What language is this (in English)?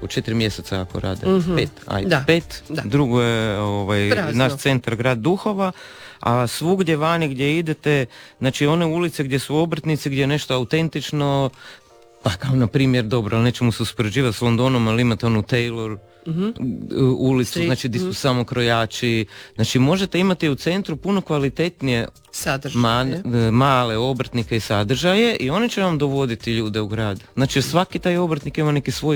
Croatian